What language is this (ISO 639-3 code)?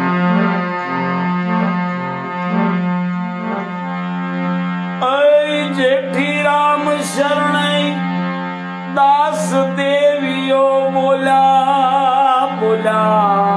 guj